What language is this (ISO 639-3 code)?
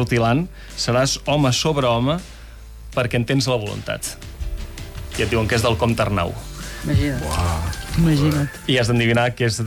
cat